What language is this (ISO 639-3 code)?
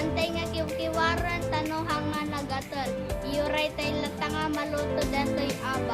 ilo